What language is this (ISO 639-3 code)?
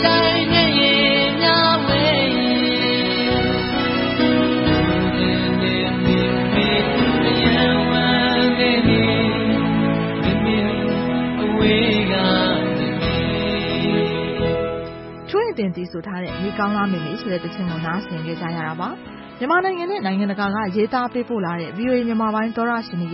mya